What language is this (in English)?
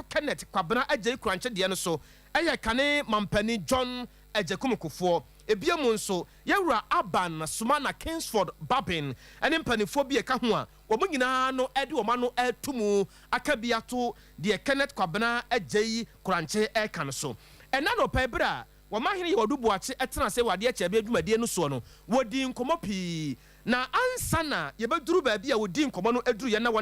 Akan